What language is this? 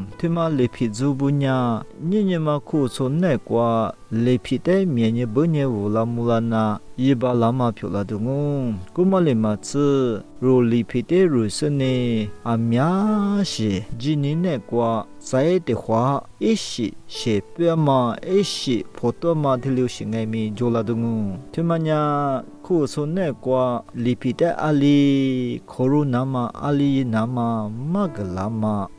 Lisu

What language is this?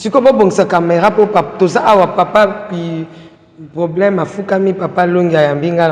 Lingala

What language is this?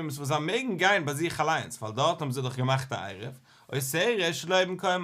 Yiddish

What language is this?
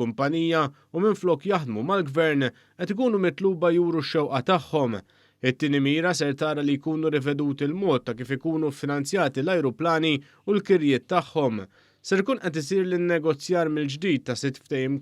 Maltese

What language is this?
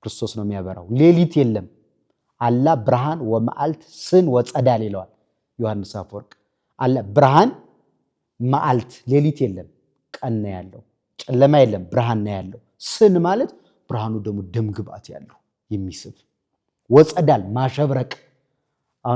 Amharic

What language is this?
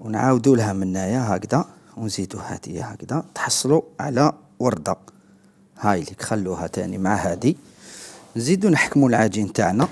Algerian Arabic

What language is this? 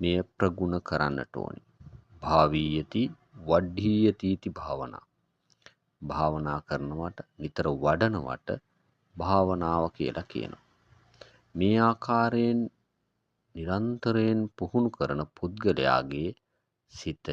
Sinhala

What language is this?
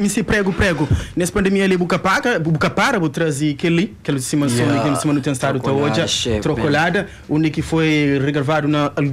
Kabuverdianu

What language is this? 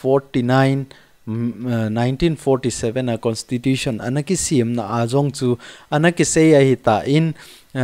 Thado Chin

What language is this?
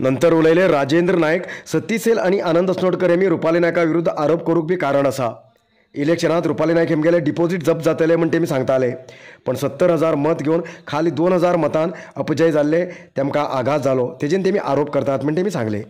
Konkani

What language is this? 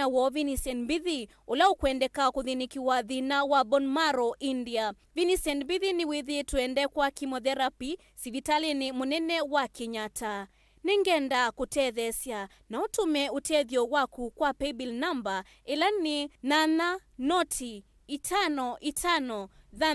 Kamba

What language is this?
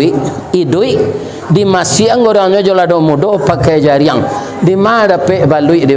Minangkabau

